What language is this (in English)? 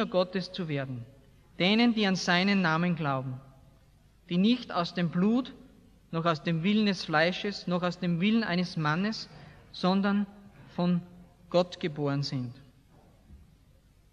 German